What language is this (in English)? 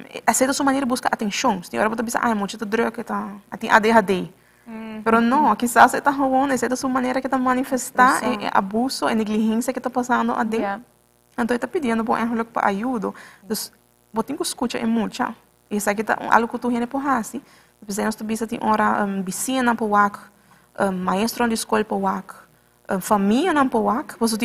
Papiamento